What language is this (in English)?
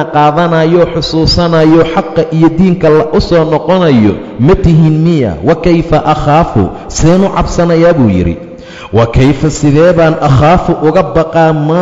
Somali